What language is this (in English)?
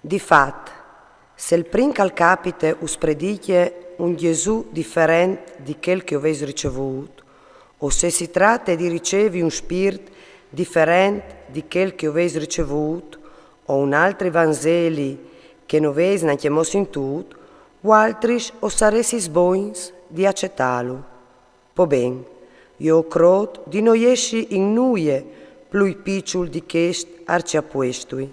Friulian